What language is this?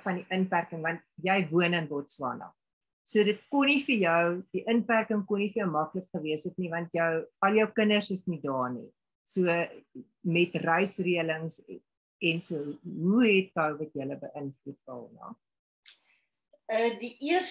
Afrikaans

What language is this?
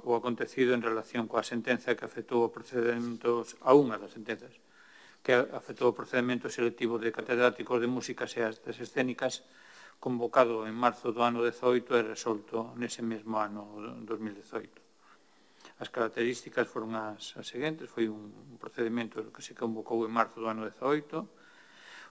Galician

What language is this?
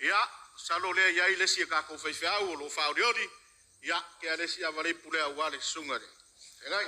Samoan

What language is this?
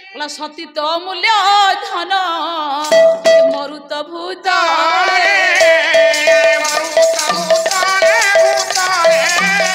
Odia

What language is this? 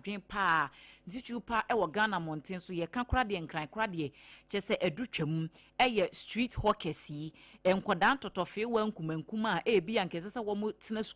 Akan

